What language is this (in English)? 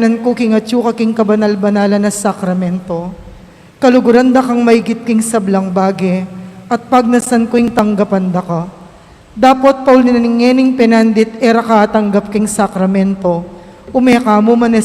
Pampanga